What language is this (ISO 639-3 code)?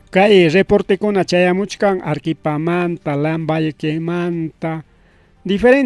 quy